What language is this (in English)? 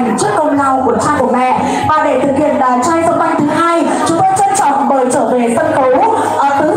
Vietnamese